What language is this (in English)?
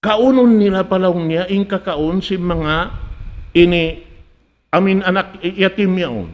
Tausug